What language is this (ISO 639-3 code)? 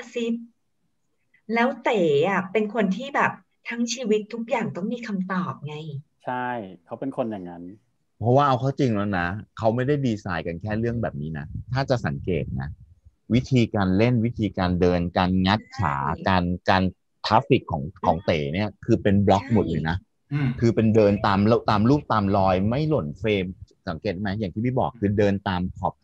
tha